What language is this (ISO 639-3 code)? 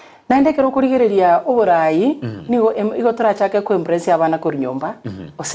guz